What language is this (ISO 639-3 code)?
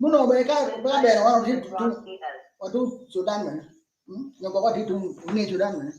ach